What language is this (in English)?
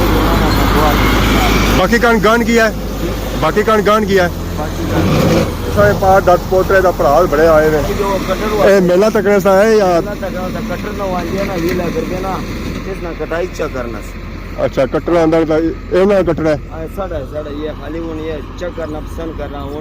Pahari-Potwari